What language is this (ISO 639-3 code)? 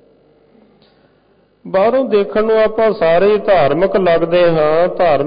pan